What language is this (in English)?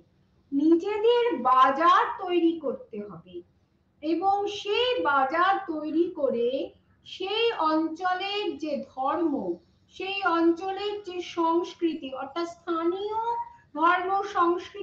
Bangla